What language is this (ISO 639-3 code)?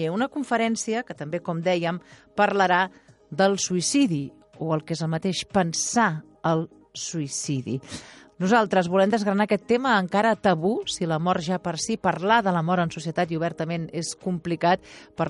cat